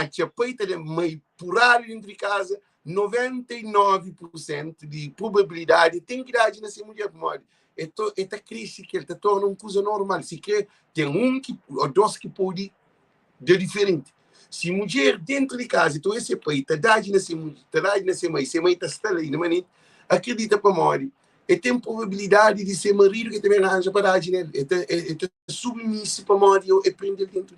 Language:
Kabuverdianu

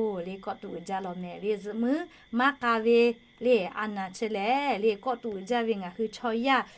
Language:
Lahu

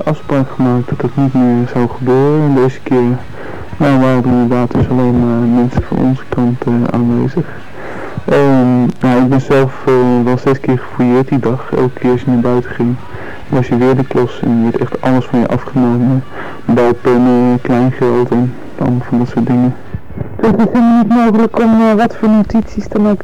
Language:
Dutch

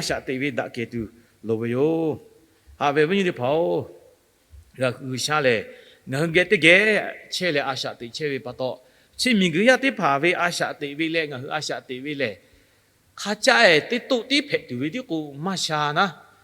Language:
Lahu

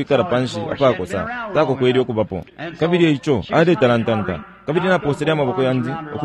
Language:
Bemba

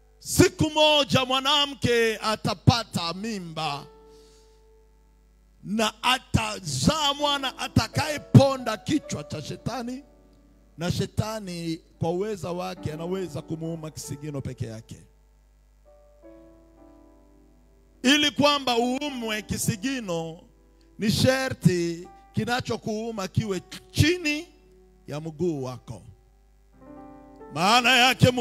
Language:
Swahili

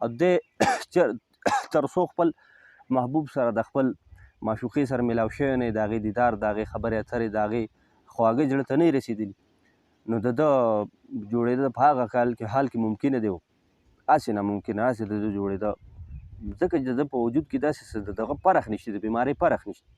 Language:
Pashto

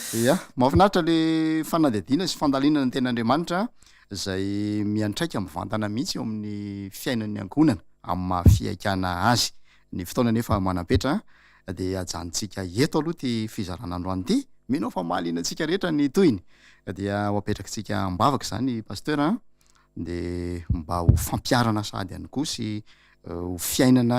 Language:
Malagasy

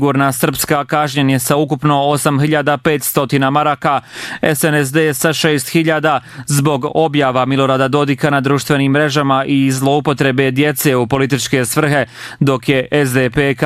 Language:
Bosnian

